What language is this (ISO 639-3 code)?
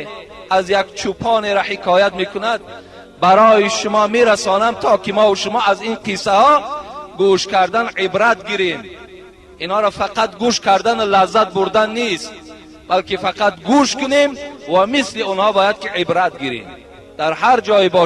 tgk